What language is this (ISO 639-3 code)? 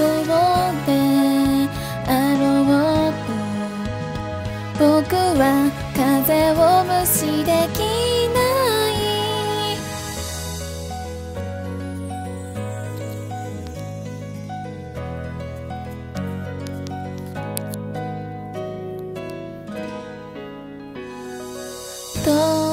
jpn